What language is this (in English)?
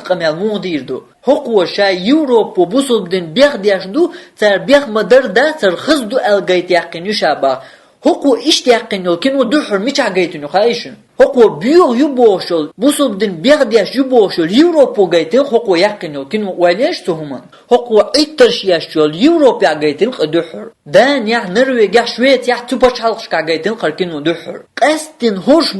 Chechen